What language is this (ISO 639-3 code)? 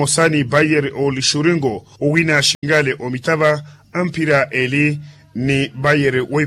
vmw